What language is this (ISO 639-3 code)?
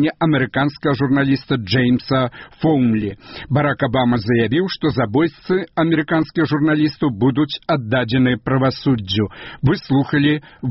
bel